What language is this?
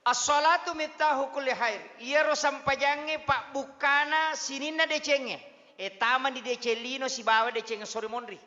Buginese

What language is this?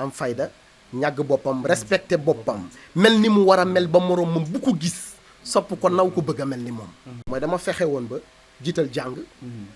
Wolof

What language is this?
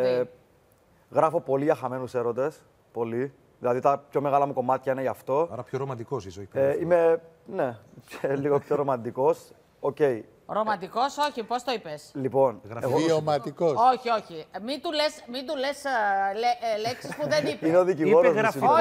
Greek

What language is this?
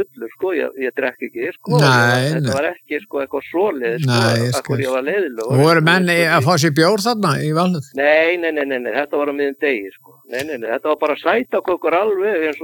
Icelandic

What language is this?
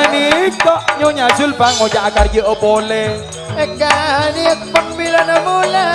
Madurese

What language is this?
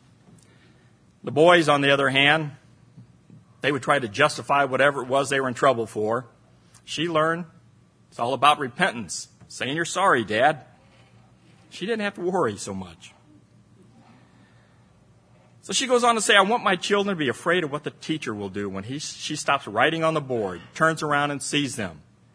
English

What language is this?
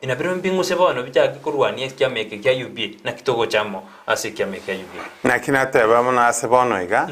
Gusii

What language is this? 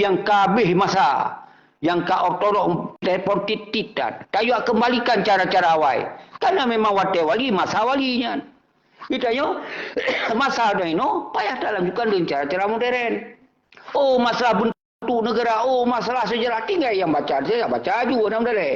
Achinese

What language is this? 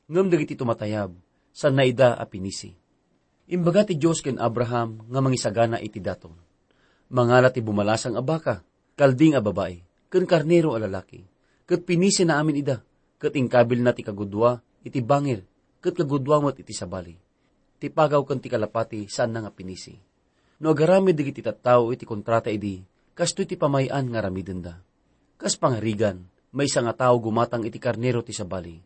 Iloko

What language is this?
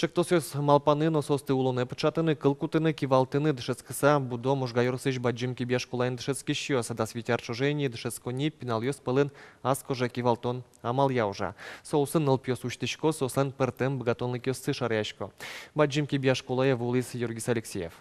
Udmurt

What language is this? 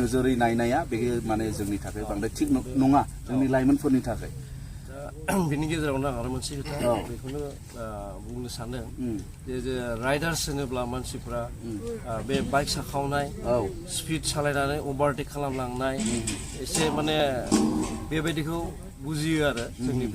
Bodo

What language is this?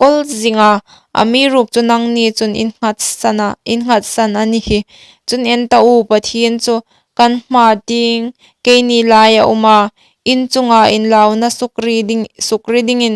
Hmar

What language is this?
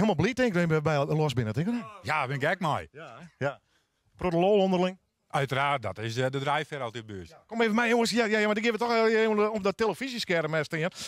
Western Frisian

